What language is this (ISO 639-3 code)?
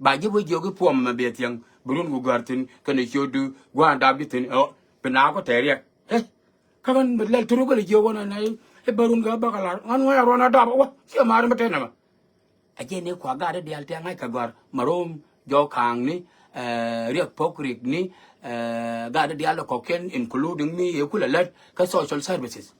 nus